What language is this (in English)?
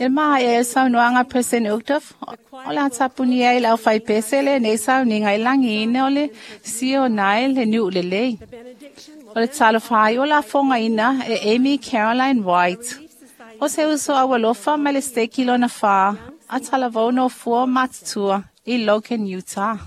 Samoan